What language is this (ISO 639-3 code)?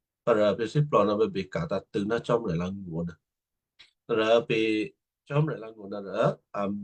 kyu